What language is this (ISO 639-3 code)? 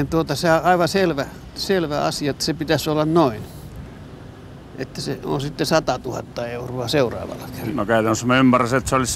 fin